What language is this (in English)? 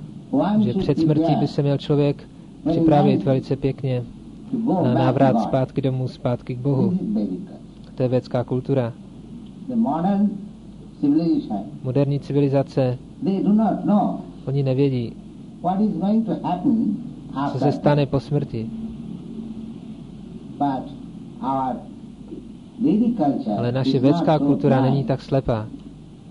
Czech